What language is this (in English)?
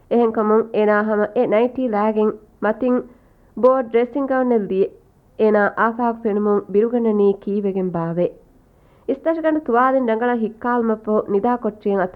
Divehi